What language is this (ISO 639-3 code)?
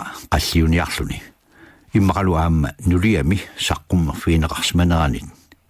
kal